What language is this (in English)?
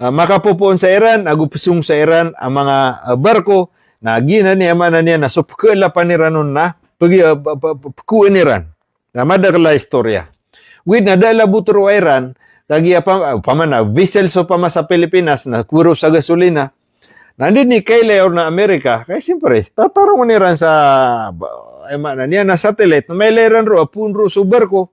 Maranao